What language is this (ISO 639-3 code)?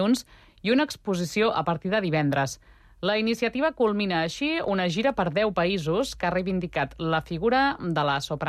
cat